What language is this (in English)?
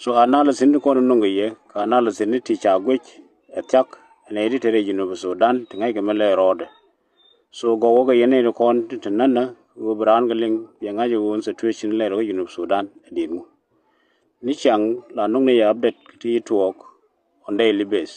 Nuer